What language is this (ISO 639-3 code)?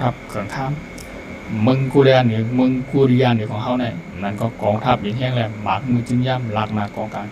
shn